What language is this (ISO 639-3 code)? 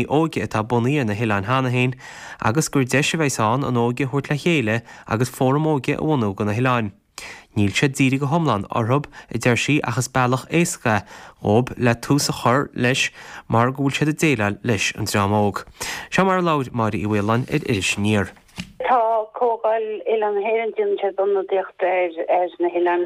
gle